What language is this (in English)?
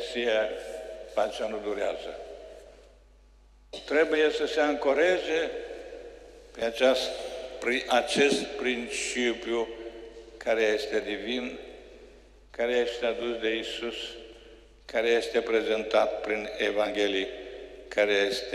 Romanian